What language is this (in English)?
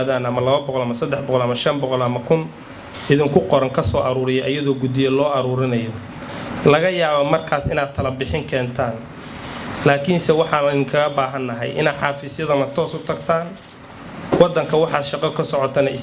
Somali